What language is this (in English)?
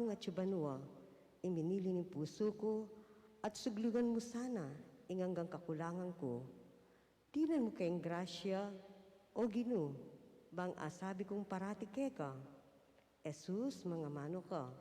Pampanga